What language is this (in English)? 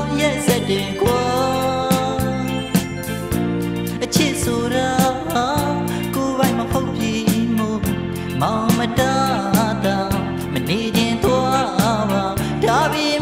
Burmese